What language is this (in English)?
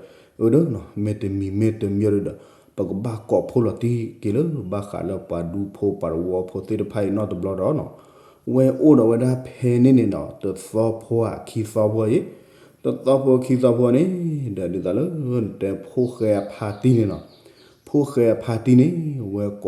S'gaw Karen